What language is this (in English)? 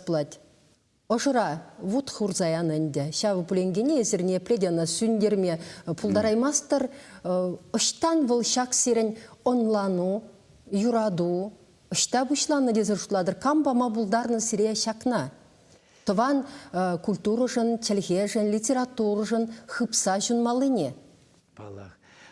Chuvash